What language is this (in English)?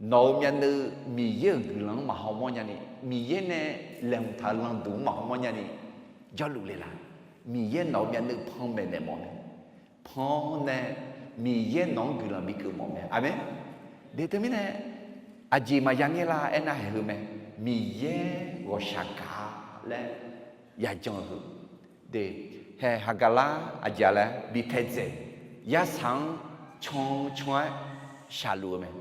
Akha